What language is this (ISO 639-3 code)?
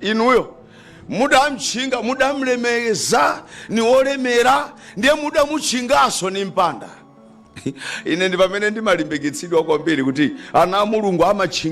nya